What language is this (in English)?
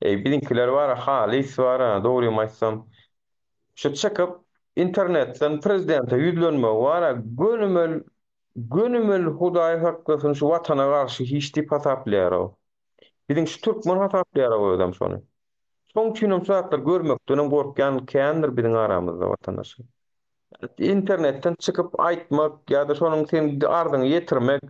Turkmen